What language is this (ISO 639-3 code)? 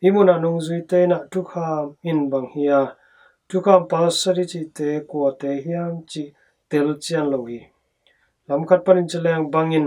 ctd